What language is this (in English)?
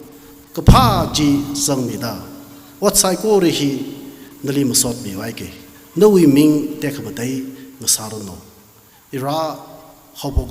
Tangkhul Naga (India)